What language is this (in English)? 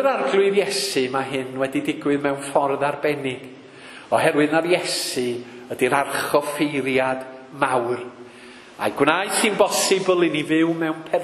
Welsh